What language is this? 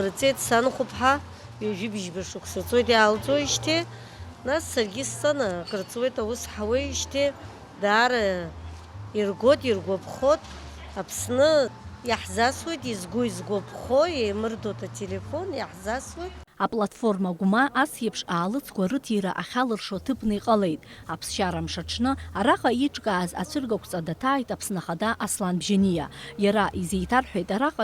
Abkhazian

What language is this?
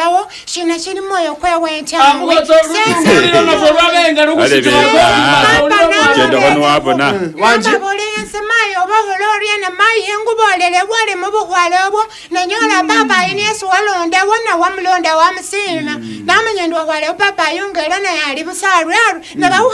Masaaba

